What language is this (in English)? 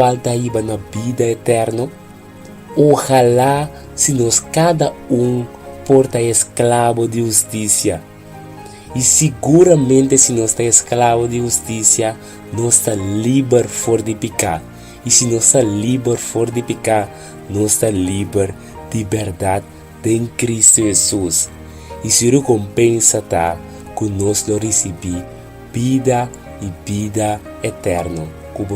Papiamento